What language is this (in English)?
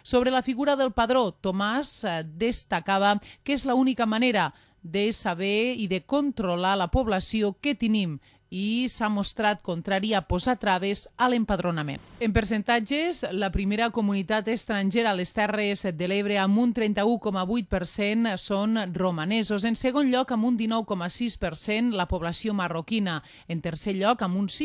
Catalan